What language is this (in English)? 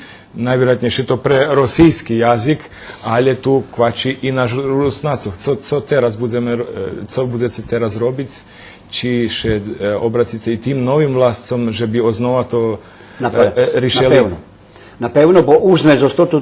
Rusyn